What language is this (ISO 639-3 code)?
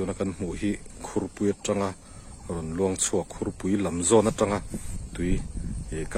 lus